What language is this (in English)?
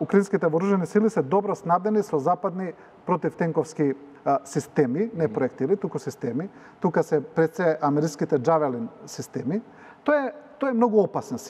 Macedonian